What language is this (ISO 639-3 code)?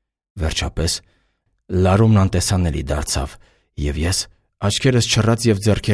hye